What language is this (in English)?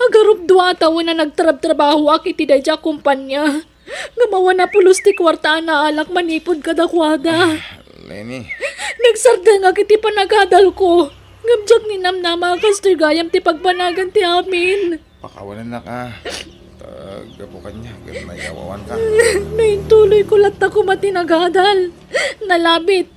Iloko